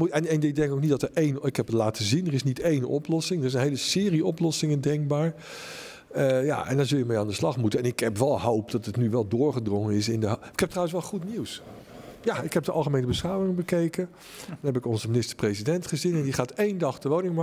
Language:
Dutch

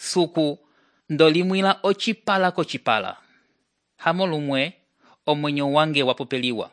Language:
Umbundu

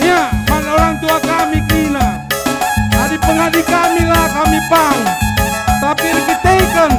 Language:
Batak Karo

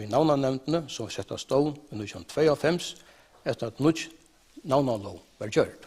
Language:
Faroese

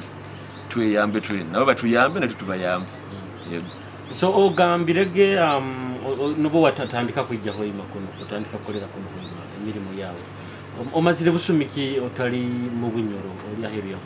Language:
Nyoro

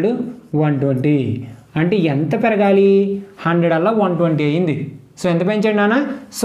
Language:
Telugu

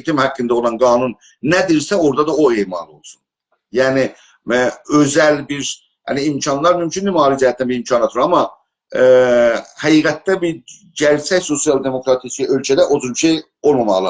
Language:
South Azerbaijani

